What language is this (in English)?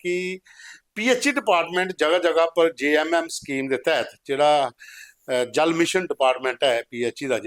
Dogri